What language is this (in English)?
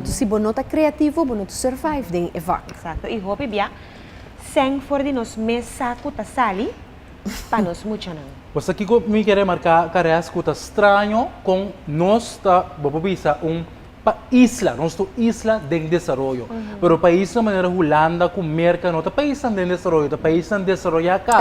Papiamento